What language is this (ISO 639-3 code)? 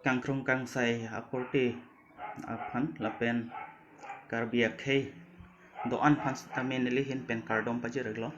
mjw